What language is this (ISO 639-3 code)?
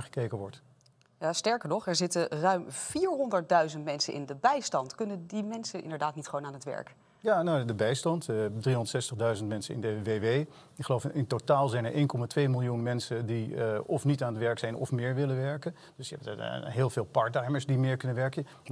nld